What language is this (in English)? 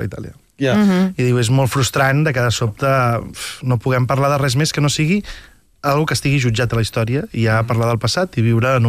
Catalan